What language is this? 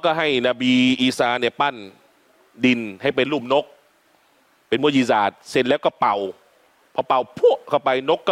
Thai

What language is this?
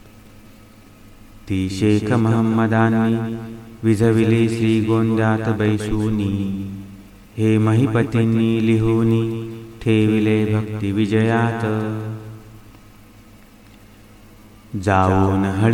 Marathi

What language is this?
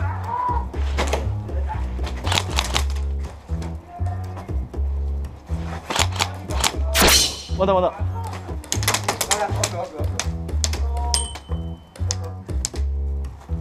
Japanese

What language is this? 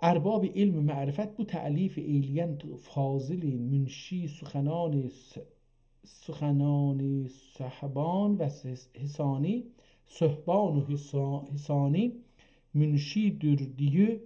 South Azerbaijani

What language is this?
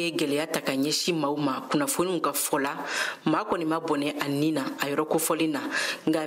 Bambara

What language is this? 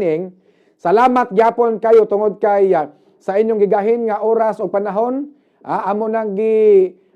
Cebuano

